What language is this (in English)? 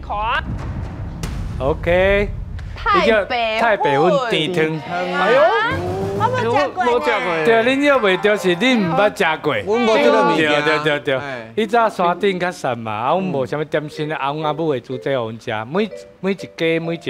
Min Nan Chinese